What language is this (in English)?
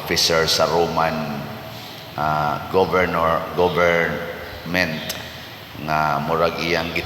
Cebuano